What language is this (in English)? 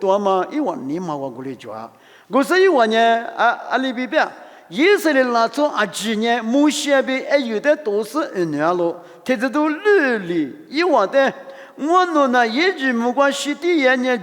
Lisu